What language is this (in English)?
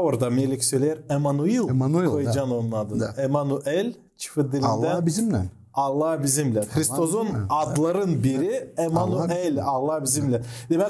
Gagauz